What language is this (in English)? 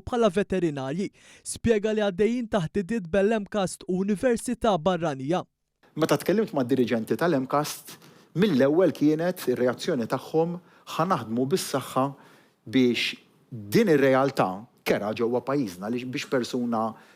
Maltese